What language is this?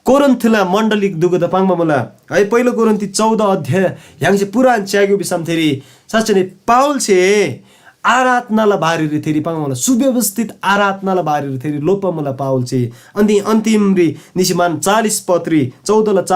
Eastern Tamang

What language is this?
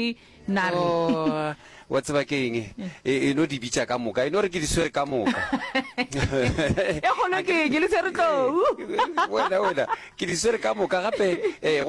Northern Sotho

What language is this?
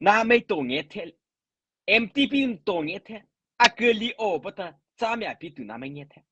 Mara Chin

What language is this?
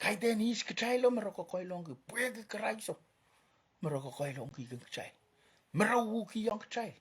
Pohnpeian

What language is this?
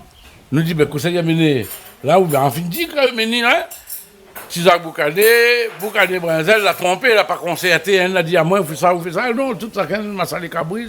Réunion Creole French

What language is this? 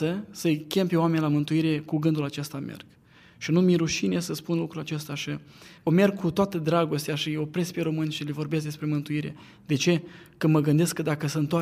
Romanian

